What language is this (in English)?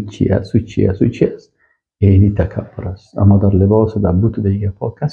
Persian